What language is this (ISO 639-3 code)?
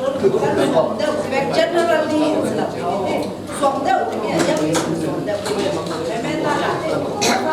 cfm